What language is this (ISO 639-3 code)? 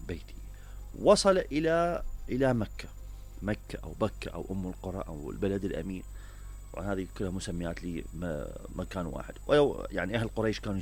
acm